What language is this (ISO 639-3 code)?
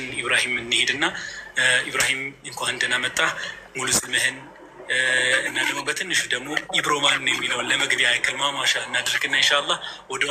amh